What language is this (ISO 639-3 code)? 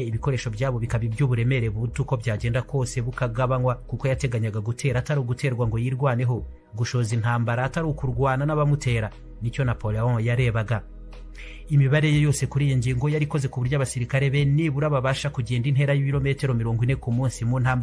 kin